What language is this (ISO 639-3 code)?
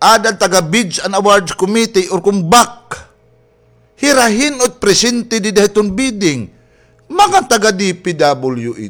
war